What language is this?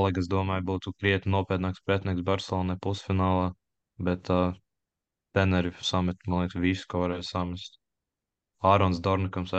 Latvian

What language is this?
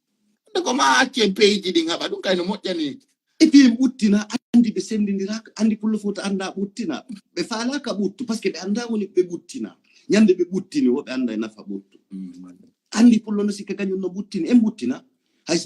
Fula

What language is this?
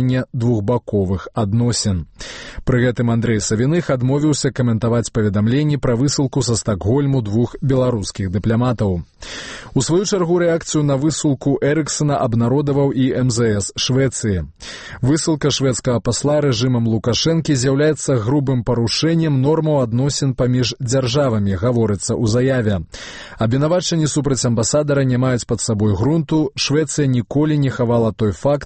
Belarusian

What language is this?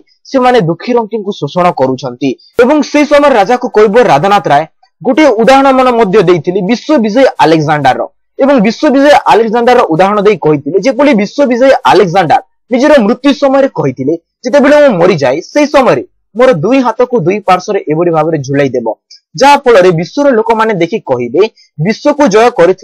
Odia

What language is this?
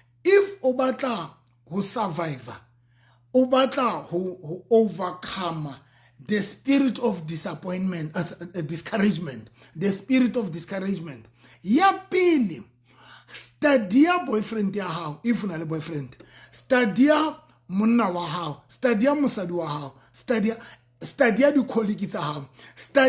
Southern Sotho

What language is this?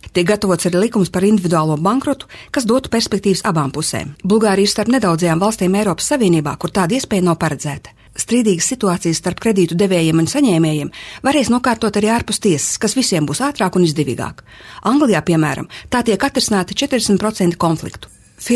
Latvian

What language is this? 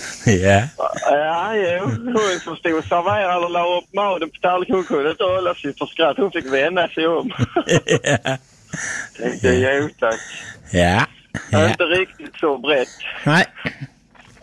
Swedish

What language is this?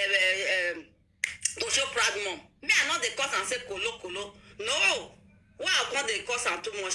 Nigerian Pidgin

